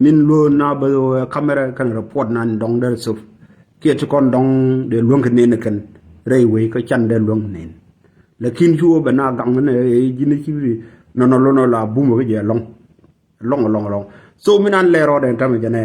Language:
Nuer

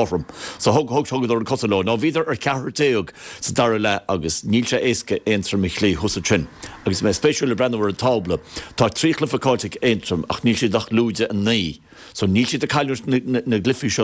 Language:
Irish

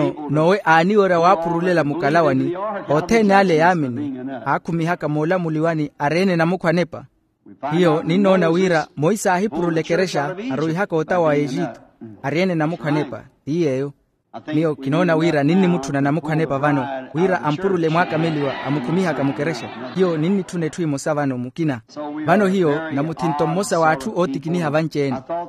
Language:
Makhuwa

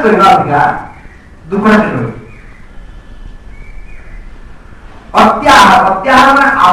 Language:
Odia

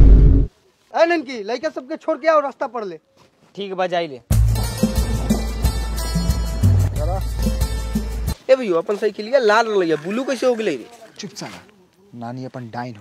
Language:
Bhojpuri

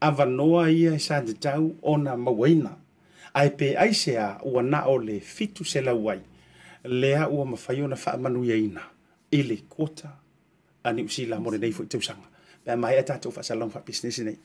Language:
Samoan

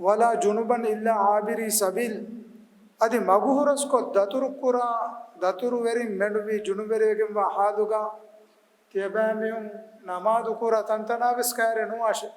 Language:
Divehi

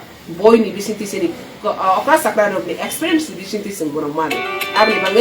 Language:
Kok Borok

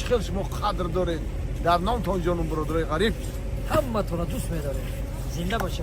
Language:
Tajik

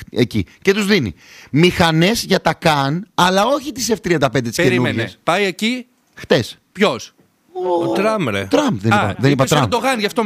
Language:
Greek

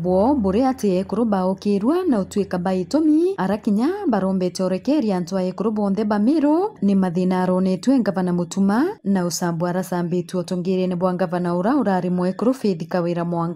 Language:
Meru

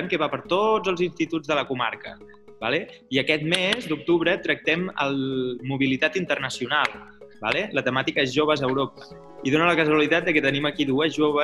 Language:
Catalan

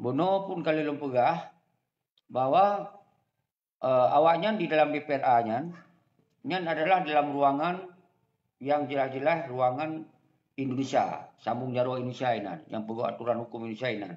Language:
Achinese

